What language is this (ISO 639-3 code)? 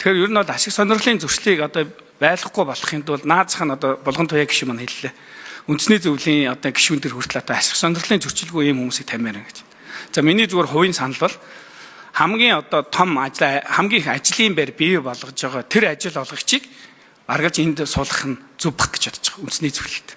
mon